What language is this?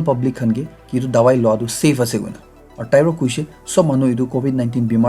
Naga Pidgin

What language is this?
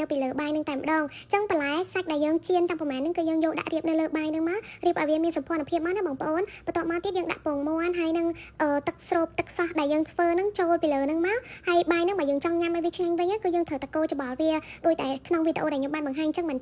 Khmer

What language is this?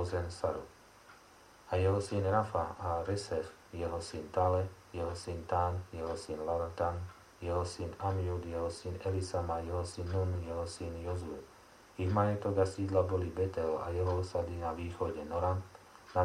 Slovak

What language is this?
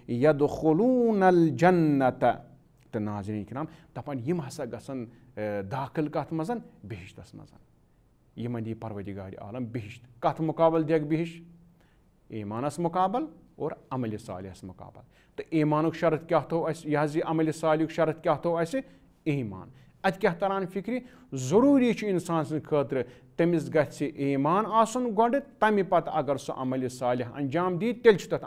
Kashmiri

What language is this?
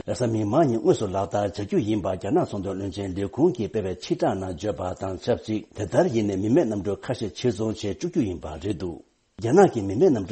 Tibetan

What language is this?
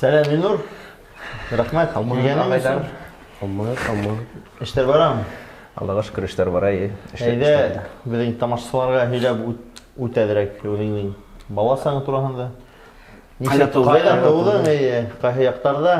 Bashkir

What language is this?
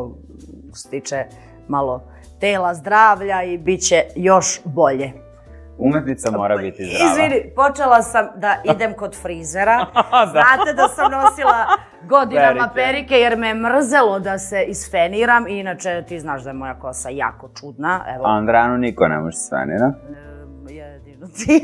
Serbian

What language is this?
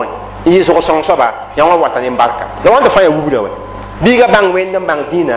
Mossi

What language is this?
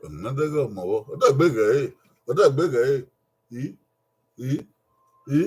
Bini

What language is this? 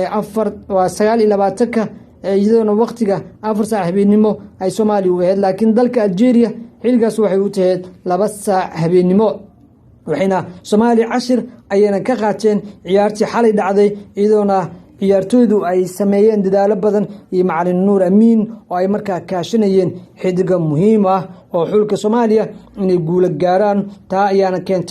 Somali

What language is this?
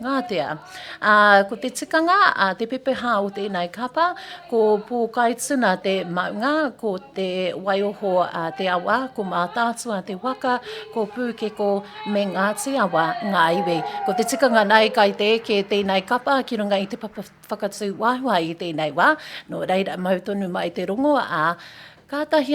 Māori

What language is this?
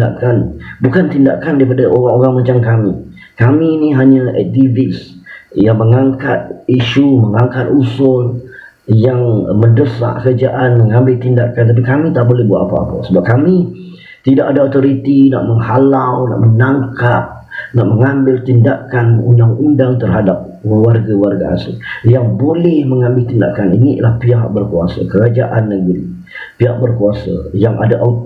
Malay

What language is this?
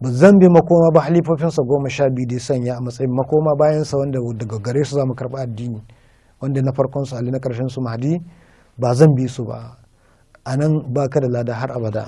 Hausa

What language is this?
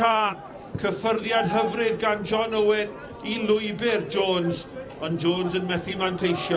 Welsh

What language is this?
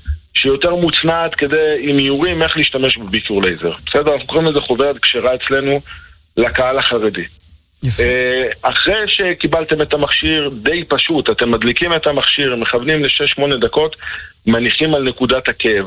Hebrew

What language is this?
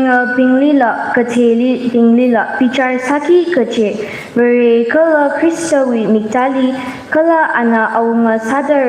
Tangkhul Naga (India)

